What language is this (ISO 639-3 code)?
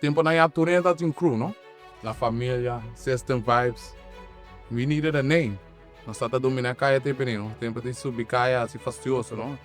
pap